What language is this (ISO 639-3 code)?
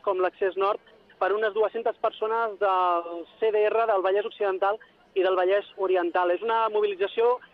cat